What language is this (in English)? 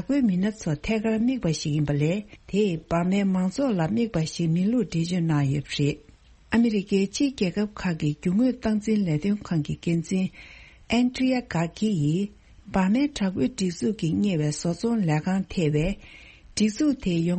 Tibetan